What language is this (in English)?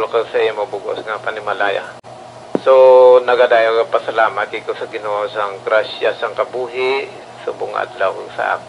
Hiligaynon